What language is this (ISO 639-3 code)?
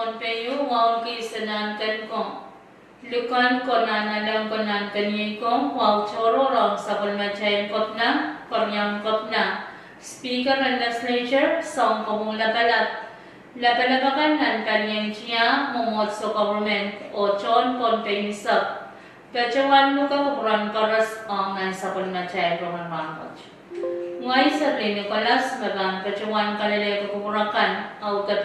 pon